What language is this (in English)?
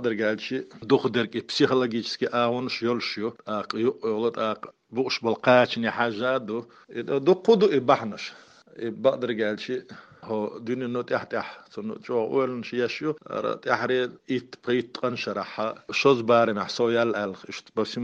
Chechen